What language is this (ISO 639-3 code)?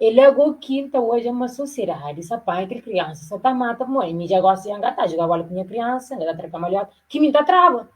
kea